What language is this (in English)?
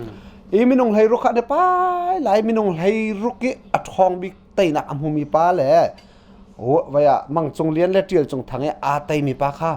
Hakha Chin